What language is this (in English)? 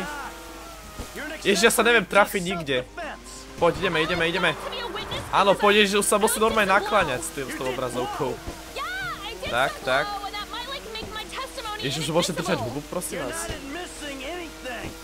Slovak